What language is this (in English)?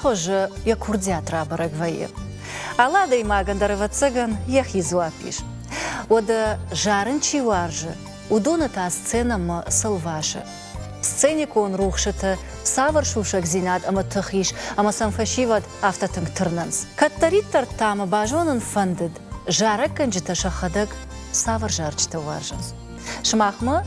Ossetic